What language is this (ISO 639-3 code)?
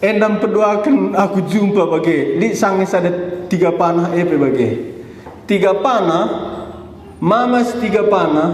btx